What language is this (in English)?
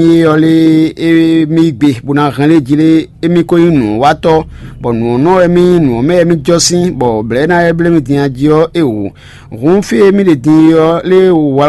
Fon